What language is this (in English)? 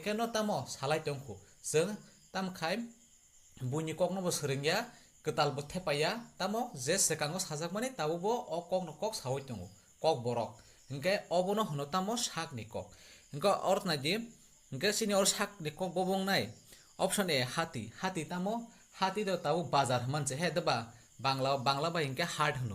Kok Borok